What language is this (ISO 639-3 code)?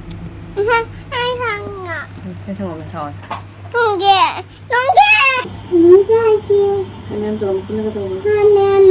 mni